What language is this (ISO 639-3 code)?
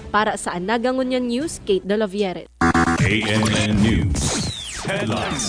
bik